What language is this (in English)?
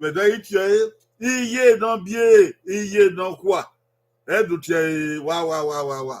Bini